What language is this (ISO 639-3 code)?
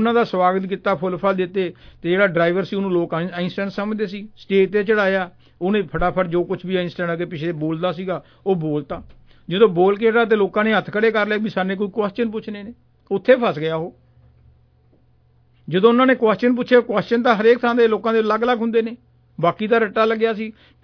pan